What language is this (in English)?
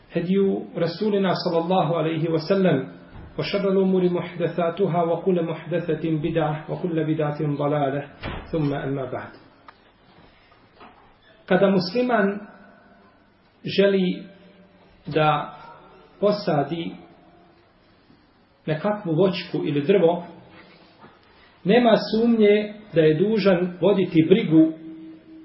Bosnian